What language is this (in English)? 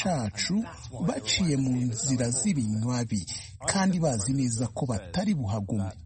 Kinyarwanda